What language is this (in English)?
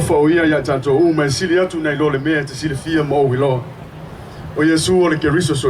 Samoan